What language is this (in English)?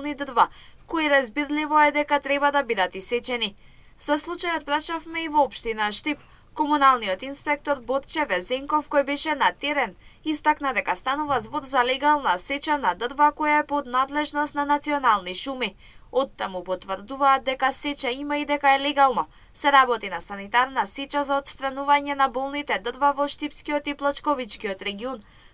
Macedonian